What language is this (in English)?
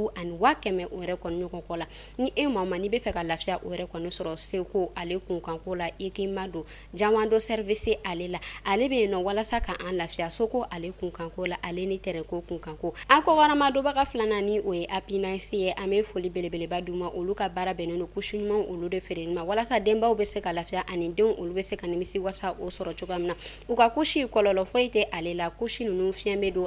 Bambara